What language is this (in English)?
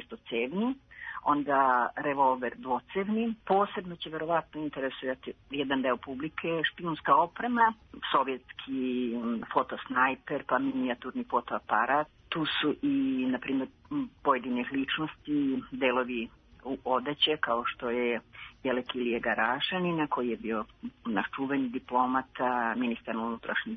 Serbian